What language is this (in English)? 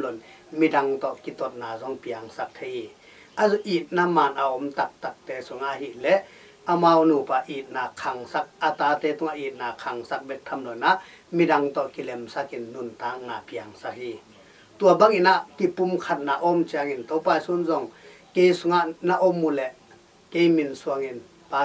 Tedim Chin